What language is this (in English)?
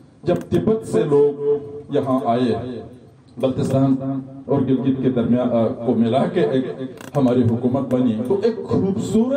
Urdu